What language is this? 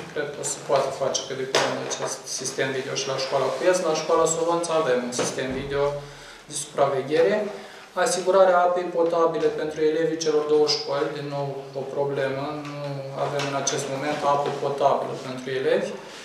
Romanian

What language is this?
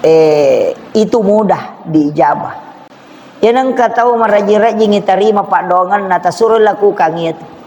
Buginese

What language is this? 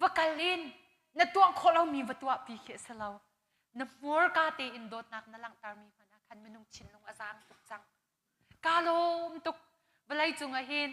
Hakha Chin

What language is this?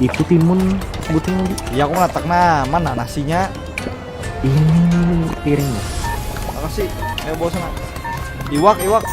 Banjar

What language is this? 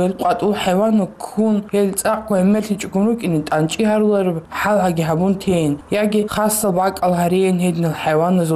Avaric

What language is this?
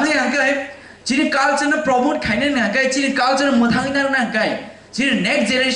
Kok Borok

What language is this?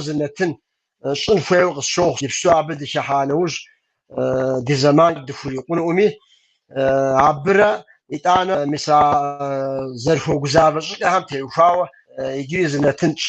Kabardian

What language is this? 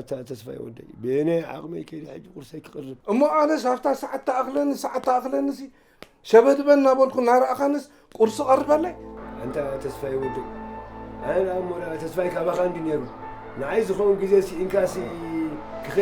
Tigrinya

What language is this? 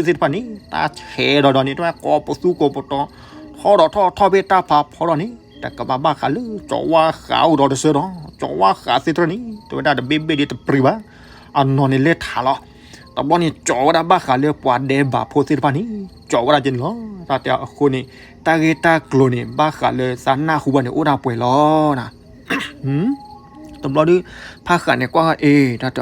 S'gaw Karen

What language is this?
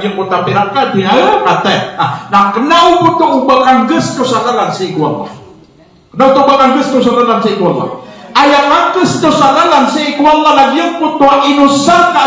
Maranao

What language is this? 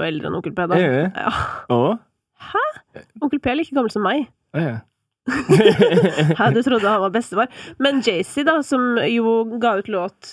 Norwegian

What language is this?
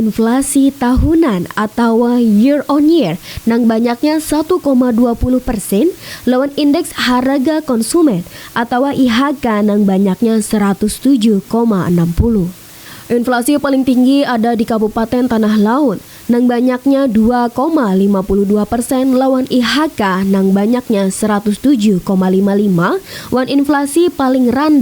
Banjar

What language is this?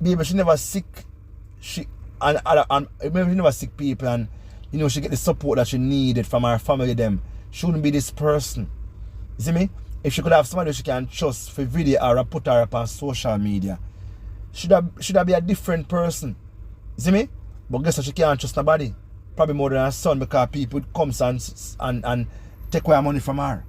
Jamaican Creole English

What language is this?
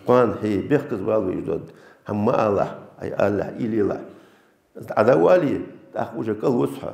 Ingush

